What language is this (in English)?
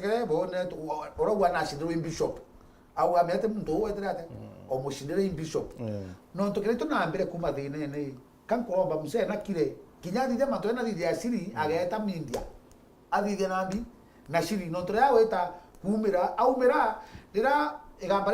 Meru